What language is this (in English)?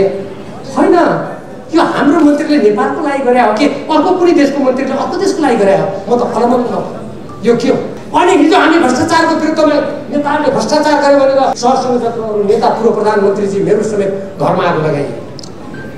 Nepali